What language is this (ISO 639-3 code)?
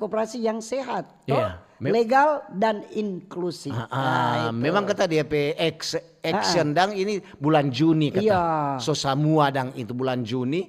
xmm